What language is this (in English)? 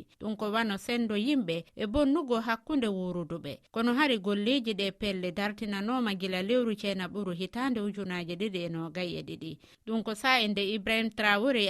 Fula